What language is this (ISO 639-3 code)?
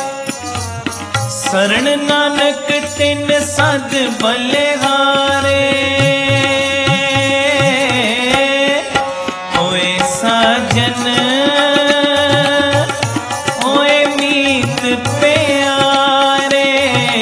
pan